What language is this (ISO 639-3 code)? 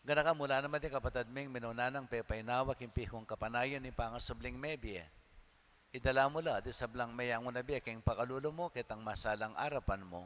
pam